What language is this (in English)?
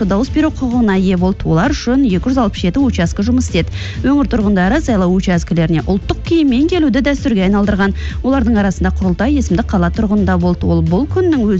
Kazakh